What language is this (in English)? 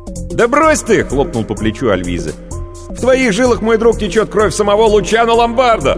Russian